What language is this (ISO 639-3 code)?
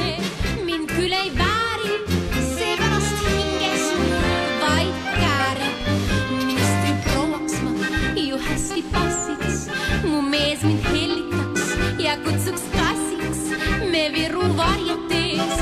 est